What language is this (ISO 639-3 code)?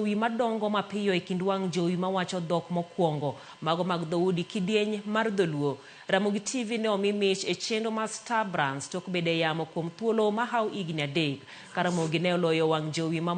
luo